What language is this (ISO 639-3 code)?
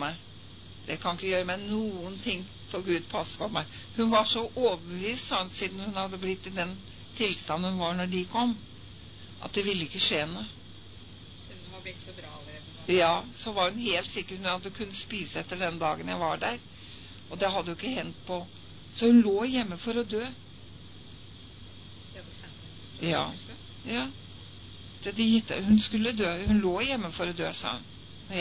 nor